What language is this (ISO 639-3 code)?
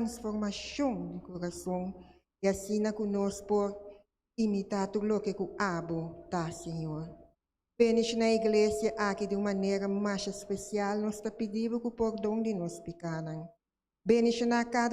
pap